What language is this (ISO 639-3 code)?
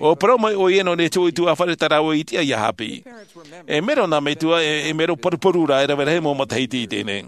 tah